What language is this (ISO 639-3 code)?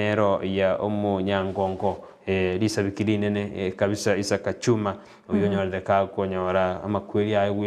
guz